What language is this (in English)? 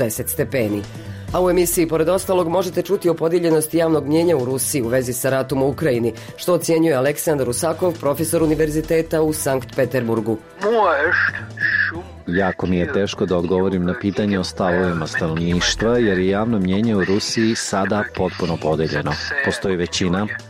Bosnian